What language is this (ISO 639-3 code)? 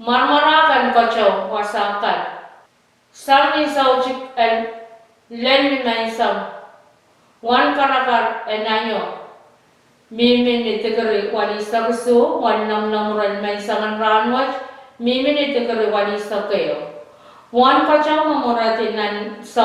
pon